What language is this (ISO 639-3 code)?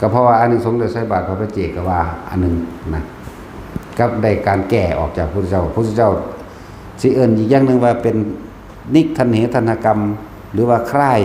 tts